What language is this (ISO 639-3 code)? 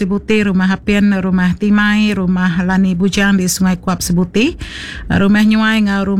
iba